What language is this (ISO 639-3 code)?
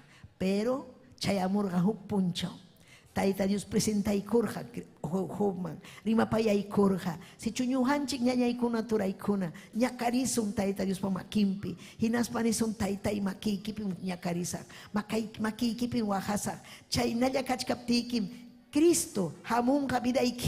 quy